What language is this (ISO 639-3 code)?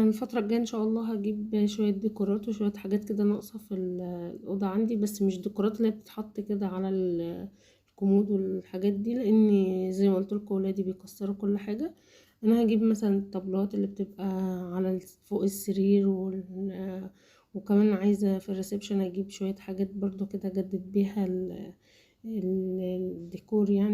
arz